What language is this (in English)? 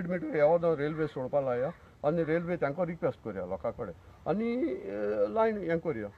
Konkani